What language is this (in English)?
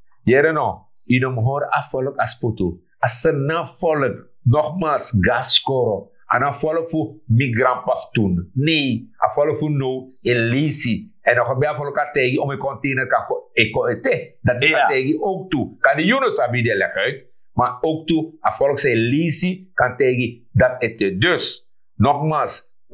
Sranan Tongo